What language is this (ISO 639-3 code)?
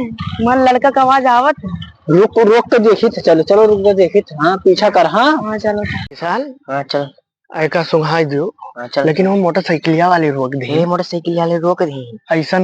awa